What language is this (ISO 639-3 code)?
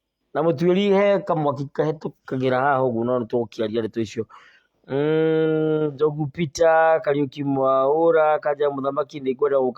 kik